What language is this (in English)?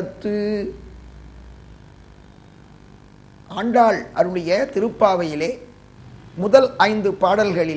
Tamil